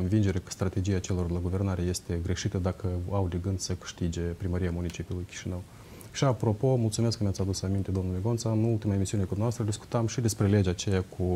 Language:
Romanian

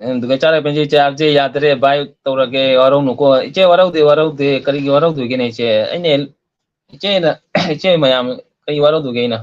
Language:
Manipuri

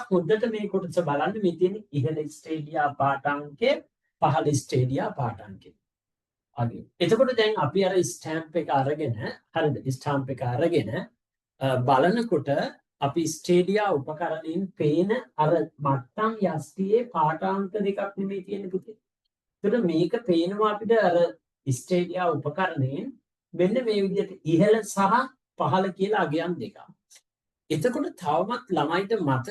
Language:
Sinhala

